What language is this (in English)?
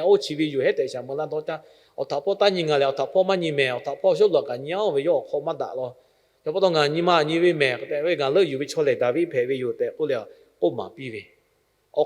Lahu